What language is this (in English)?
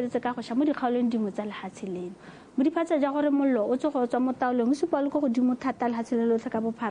Tswana